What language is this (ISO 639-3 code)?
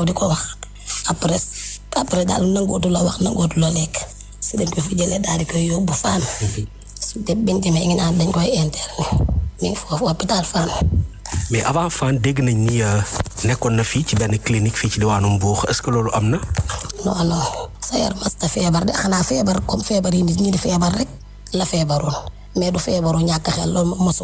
wol